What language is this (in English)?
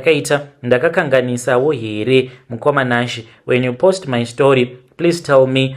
Shona